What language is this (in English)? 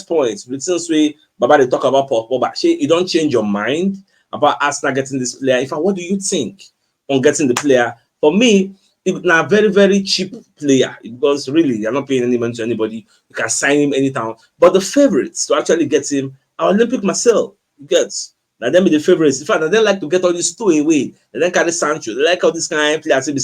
Nigerian Pidgin